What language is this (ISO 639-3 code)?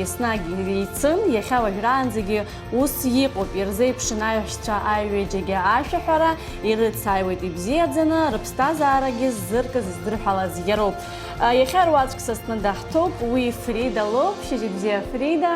abk